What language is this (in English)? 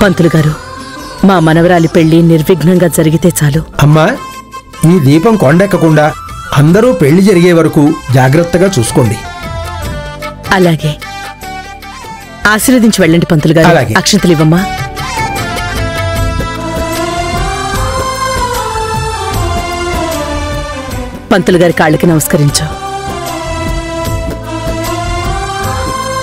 Telugu